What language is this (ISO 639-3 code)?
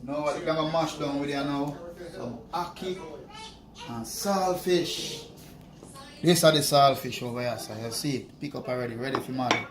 jam